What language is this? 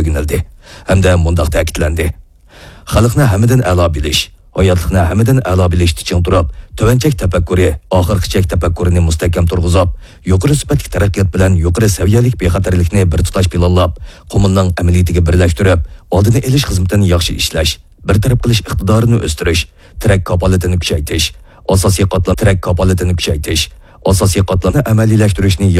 Uyghur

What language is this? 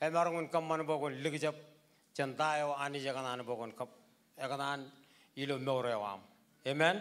Marshallese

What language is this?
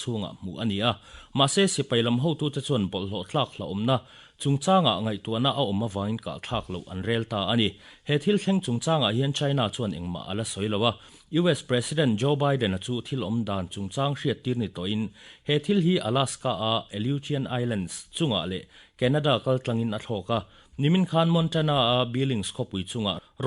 Mizo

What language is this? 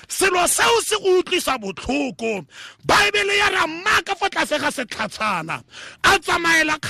Tswana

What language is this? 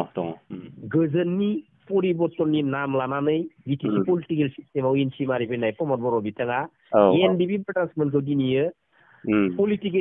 Bodo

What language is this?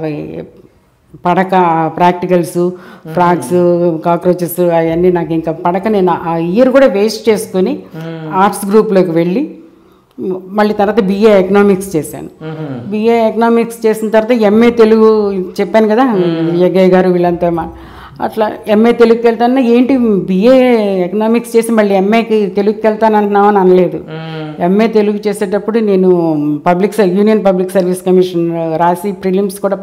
Telugu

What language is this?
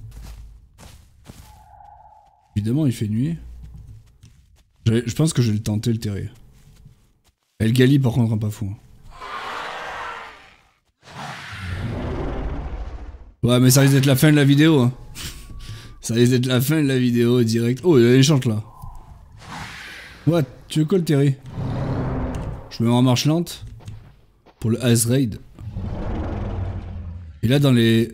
French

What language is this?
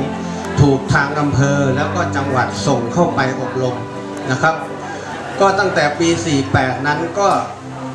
Thai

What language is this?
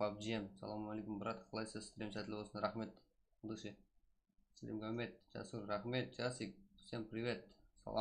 Kara-Kalpak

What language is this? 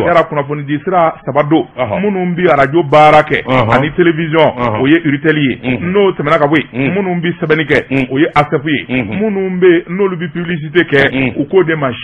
Bambara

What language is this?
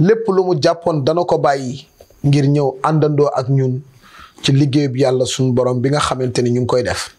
Wolof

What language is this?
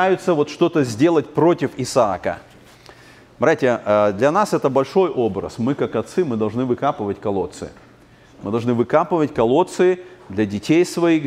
Russian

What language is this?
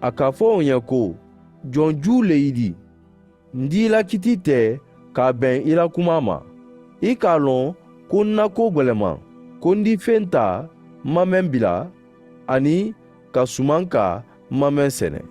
Mandingo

